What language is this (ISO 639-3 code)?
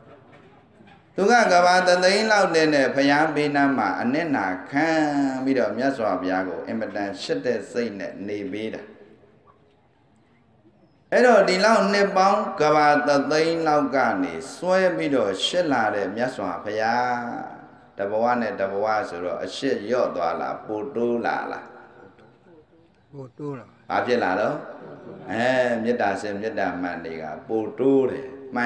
mya